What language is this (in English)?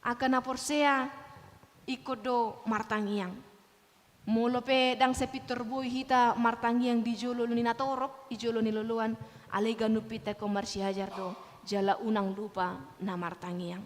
Batak Toba